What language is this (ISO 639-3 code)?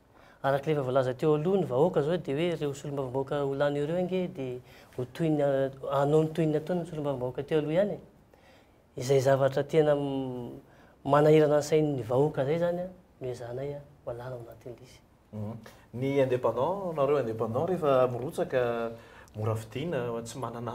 mlg